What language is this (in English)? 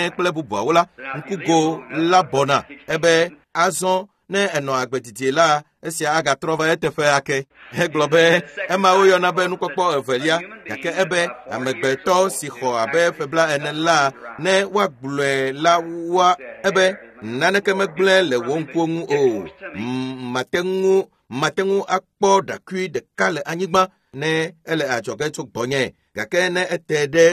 Ewe